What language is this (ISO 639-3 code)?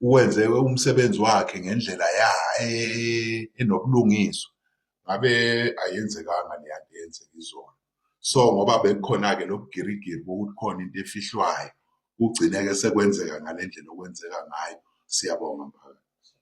zul